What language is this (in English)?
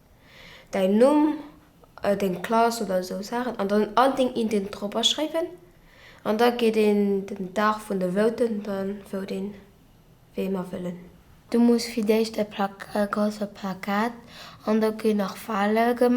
Luxembourgish